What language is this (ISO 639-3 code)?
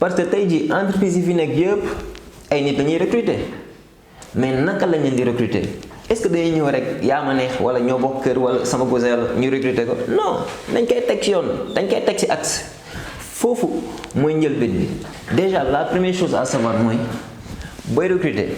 wol